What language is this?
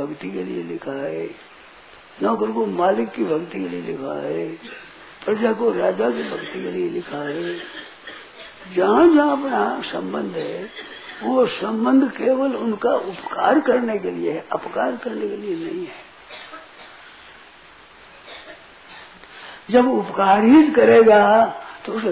Hindi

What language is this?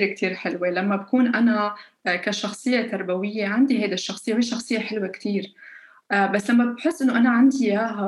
North Levantine Arabic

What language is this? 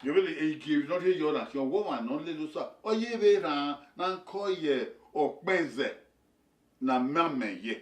Bini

